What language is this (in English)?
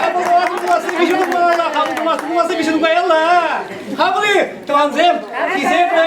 Chuvash